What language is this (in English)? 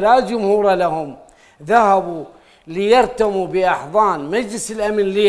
Mesopotamian Arabic